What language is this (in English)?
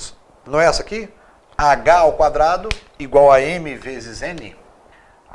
Portuguese